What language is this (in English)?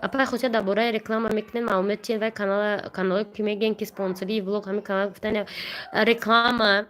Tajik